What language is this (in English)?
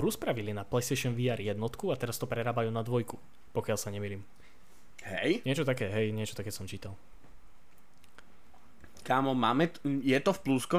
Slovak